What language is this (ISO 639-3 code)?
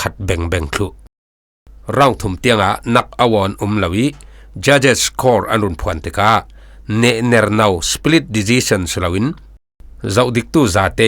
cfm